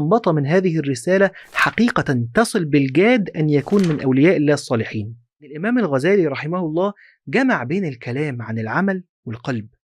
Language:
Egyptian Arabic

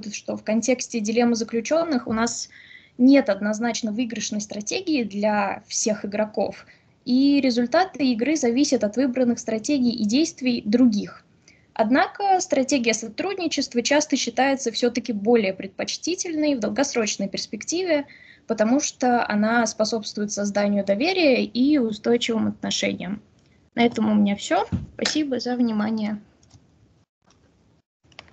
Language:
Russian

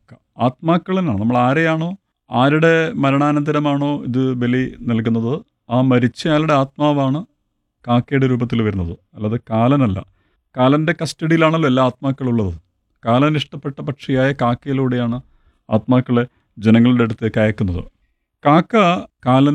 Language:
Malayalam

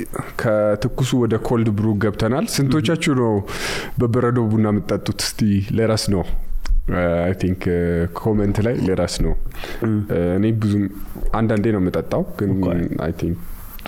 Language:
Amharic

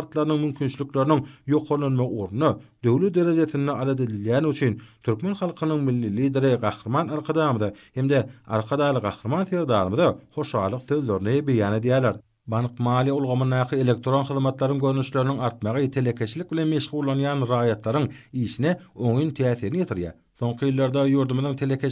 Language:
Turkmen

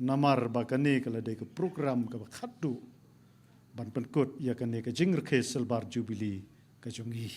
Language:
Khasi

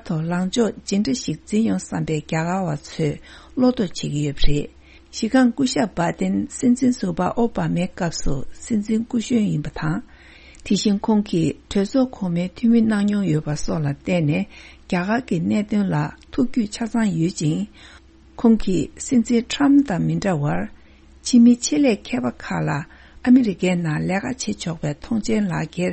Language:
Tibetan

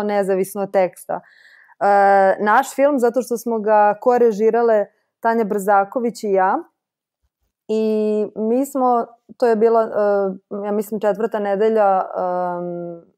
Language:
Serbian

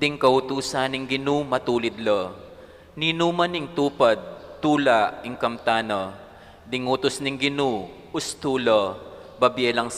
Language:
Pampanga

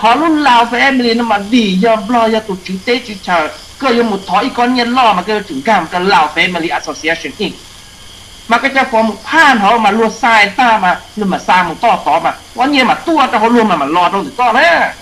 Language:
Hmong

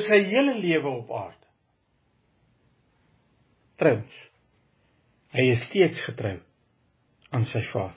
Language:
Afrikaans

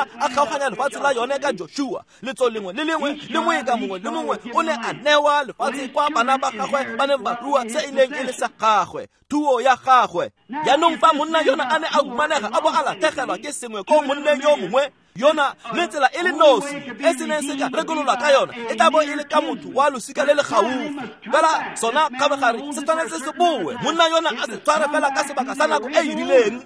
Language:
Tswana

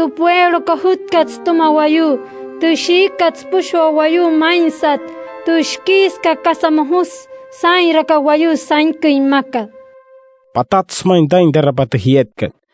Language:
Wayuu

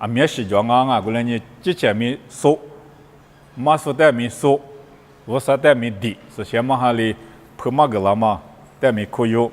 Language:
Lisu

